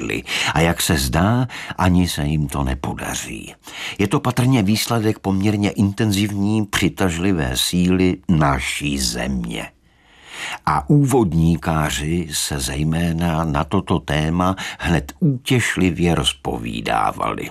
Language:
Czech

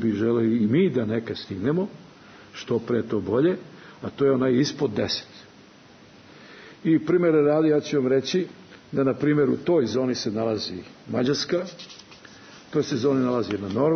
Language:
Serbian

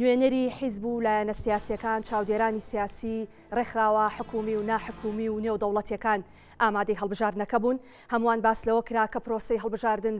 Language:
Central Kurdish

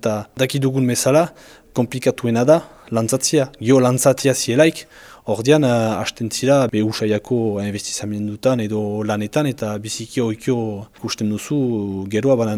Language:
Basque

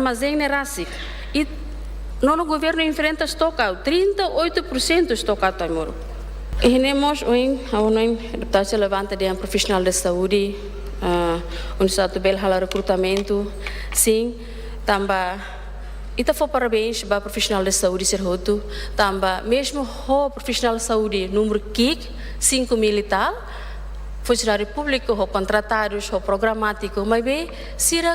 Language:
Tetum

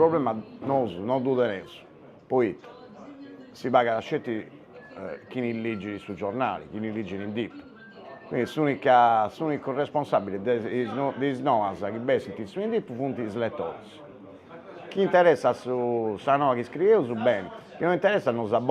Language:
Sardinian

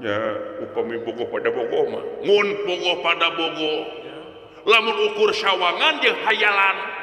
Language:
Sundanese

